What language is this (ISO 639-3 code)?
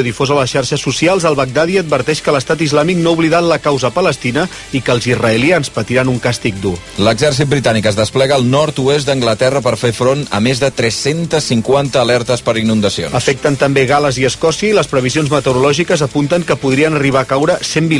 cat